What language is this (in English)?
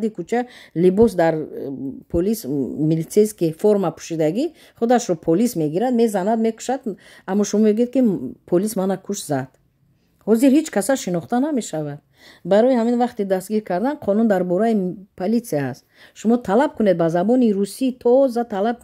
Tajik